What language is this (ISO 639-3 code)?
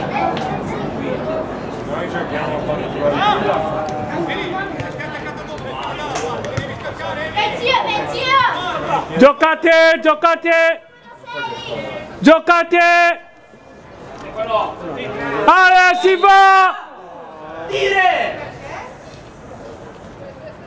ita